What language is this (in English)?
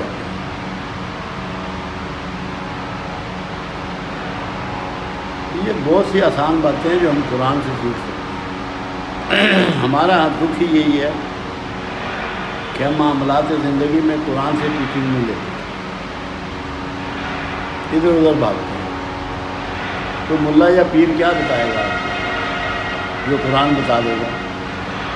Urdu